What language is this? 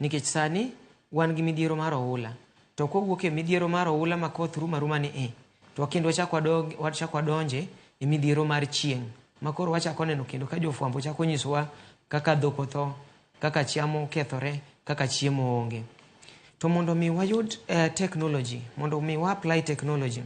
Luo (Kenya and Tanzania)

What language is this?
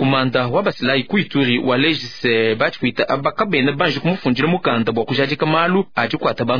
Luba-Lulua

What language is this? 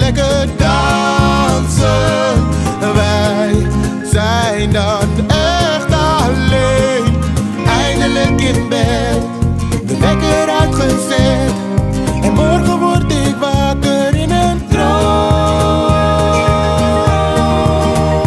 Dutch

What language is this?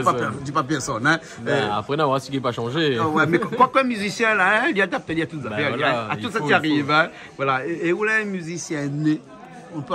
Réunion Creole French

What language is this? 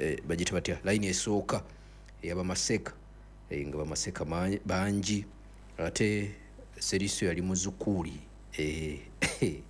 Ganda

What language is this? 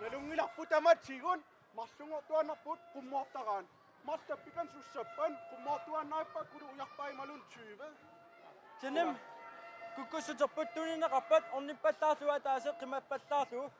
Kalaallisut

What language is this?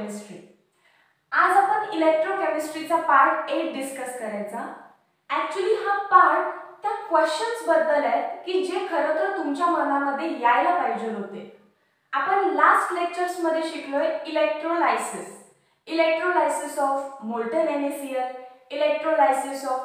Marathi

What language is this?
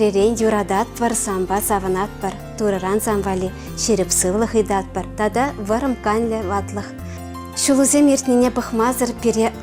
Chuvash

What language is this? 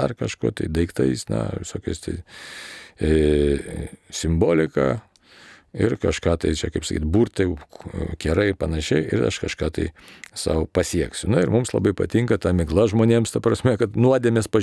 Lithuanian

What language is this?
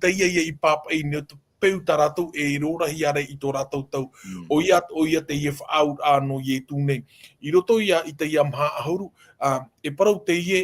Tahitian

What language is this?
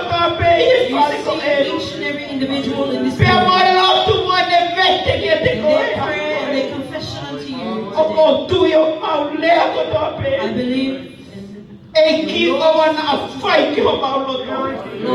Tongan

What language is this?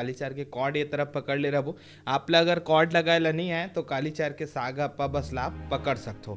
Chhattisgarhi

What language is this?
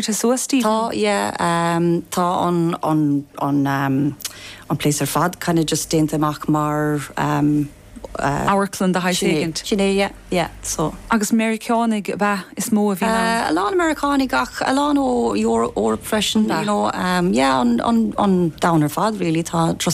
Irish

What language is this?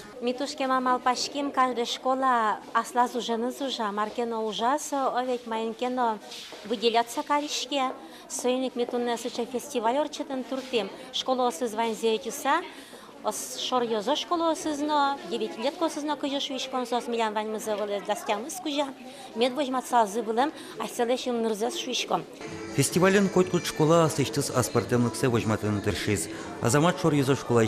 Udmurt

